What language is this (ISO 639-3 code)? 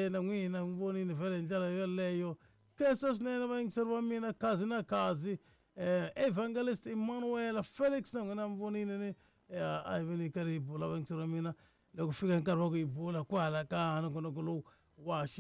tso